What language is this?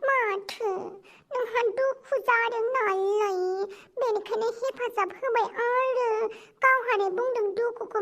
Bodo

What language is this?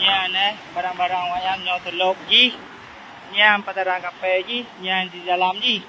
Achinese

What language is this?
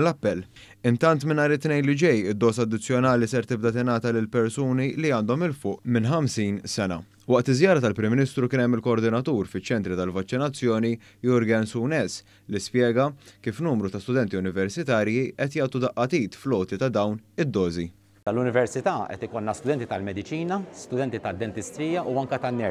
Maltese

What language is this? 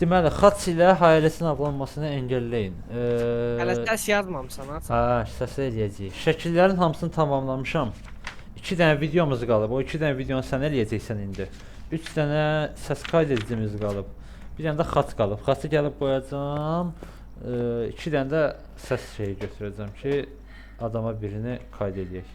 Azerbaijani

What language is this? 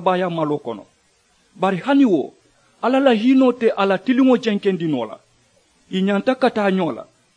Mandingo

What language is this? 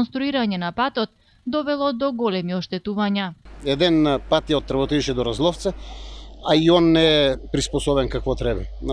Macedonian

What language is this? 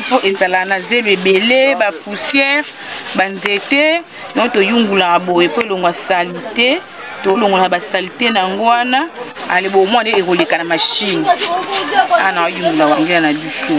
Lingala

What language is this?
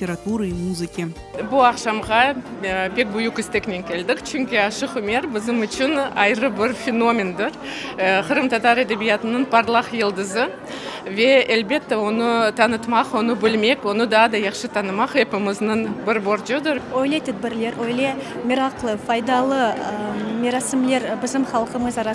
Crimean Tatar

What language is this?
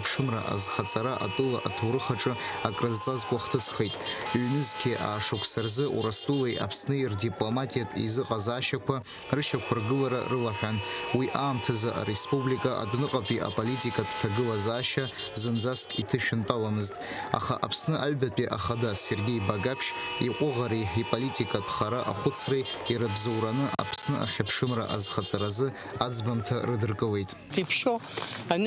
Abkhazian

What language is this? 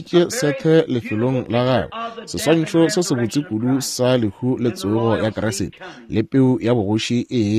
Northern Sotho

